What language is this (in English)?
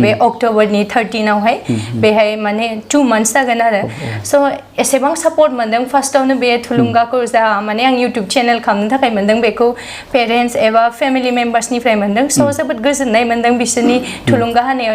Bodo